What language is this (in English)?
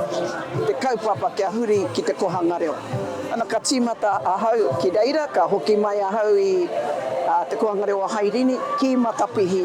Māori